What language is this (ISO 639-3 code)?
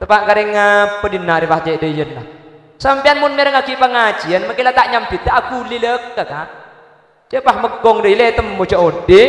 mad